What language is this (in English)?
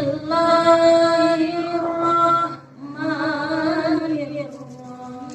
Musi